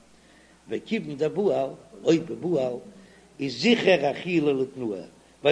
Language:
Yiddish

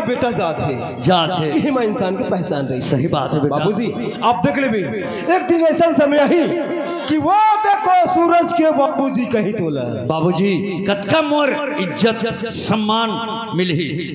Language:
Chhattisgarhi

